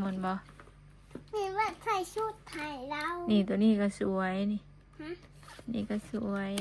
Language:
Northeastern Thai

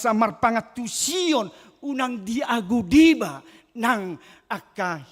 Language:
Batak Toba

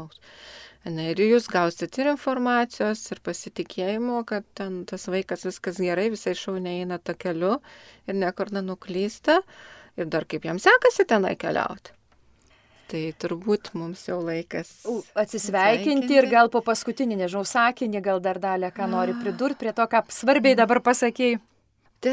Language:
Lithuanian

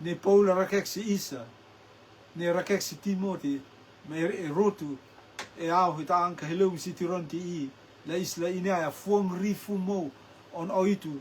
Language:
Rotuman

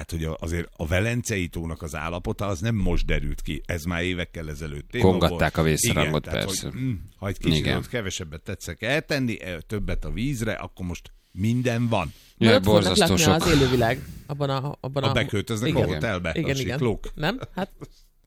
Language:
Hungarian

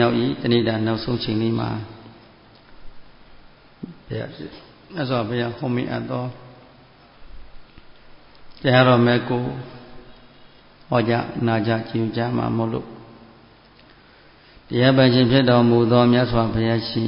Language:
Burmese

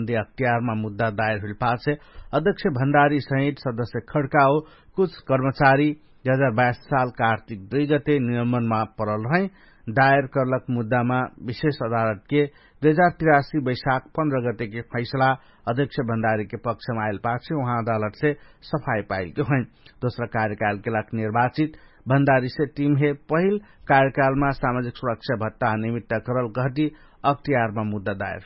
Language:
Dangaura Tharu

